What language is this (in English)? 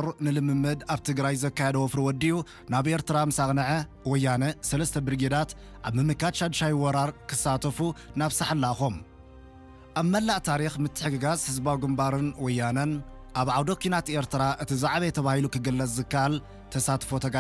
Tigrinya